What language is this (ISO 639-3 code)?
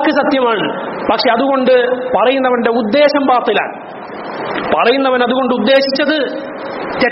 mal